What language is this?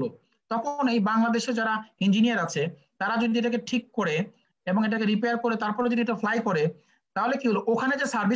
Bangla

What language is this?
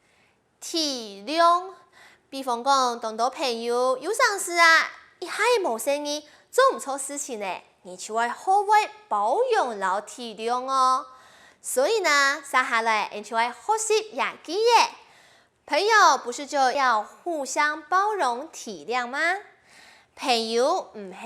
Hakka Chinese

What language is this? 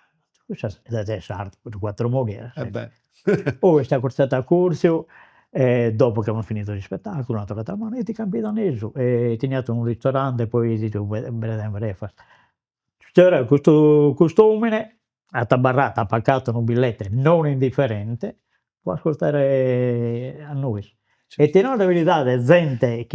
Sardinian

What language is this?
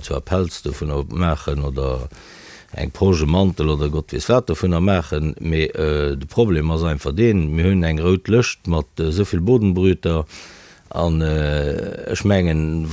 Luxembourgish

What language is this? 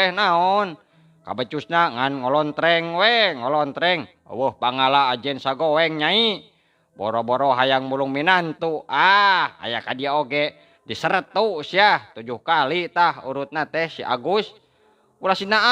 Sundanese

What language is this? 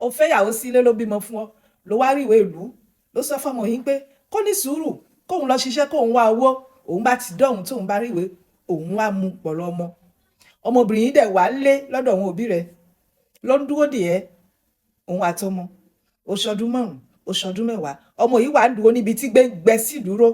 Yoruba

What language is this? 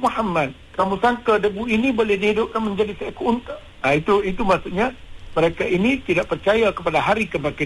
Malay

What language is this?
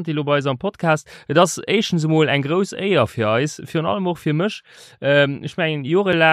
Luxembourgish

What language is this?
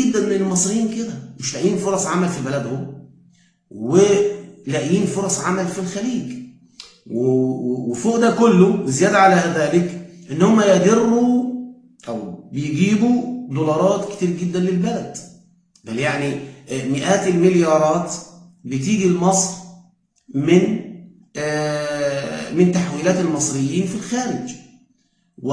Egyptian Arabic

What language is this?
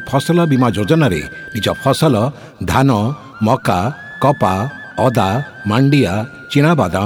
Odia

